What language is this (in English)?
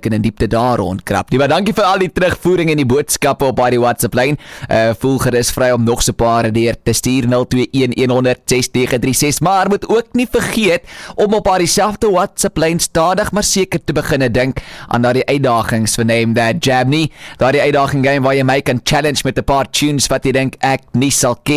Afrikaans